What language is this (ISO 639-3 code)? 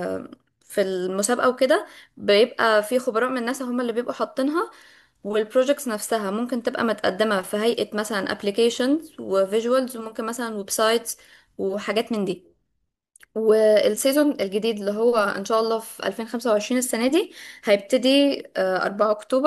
arz